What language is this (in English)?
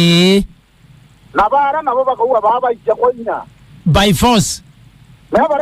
Meru